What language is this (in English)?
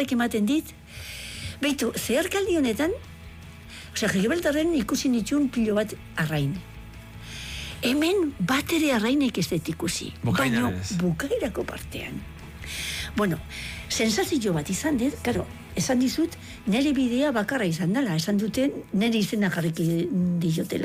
Basque